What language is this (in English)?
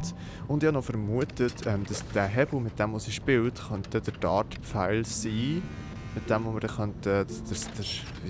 Swiss German